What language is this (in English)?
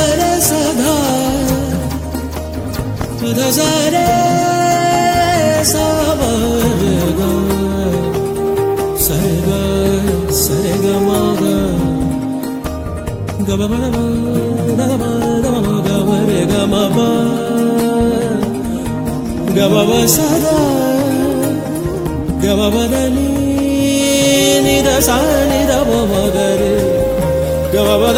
Telugu